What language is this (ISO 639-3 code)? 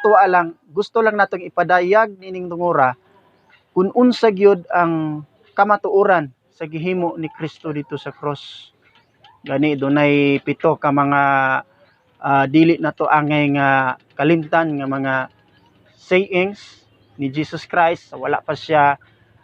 ceb